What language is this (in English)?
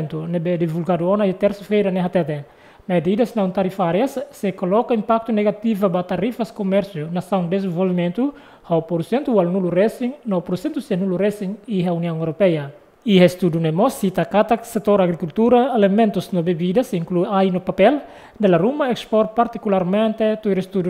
Tetum